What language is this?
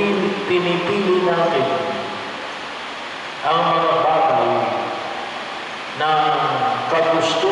Filipino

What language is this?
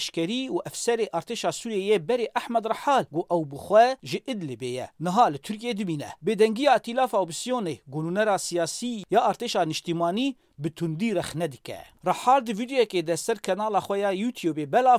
Kurdish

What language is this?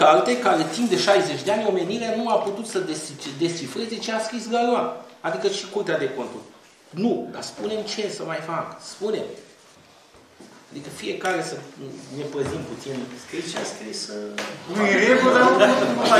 Romanian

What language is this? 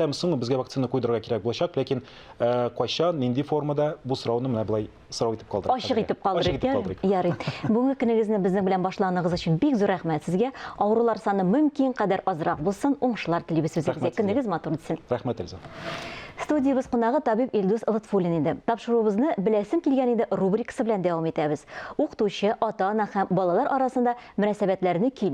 Tatar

